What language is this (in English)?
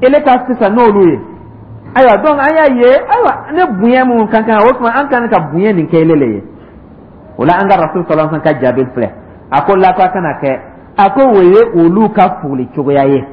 Dyula